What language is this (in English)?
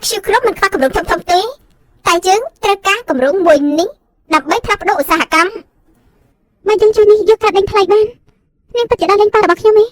Khmer